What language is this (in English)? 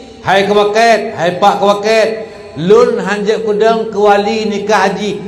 Achinese